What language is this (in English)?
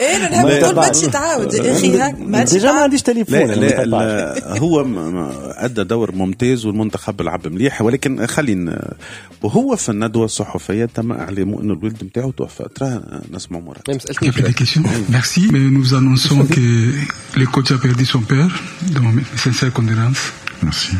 Tunisian Arabic